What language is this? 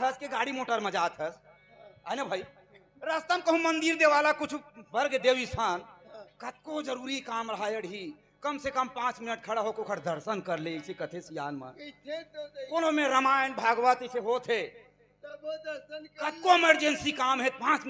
Chhattisgarhi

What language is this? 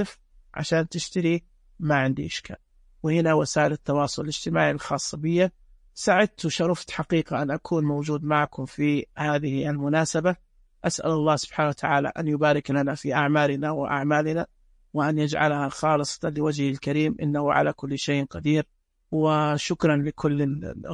Najdi Arabic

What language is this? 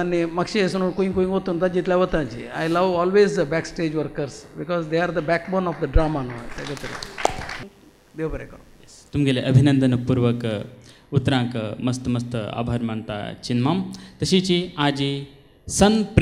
Konkani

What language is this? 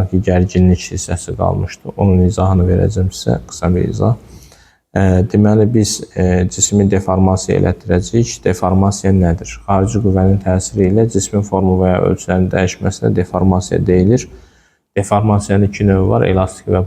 Azerbaijani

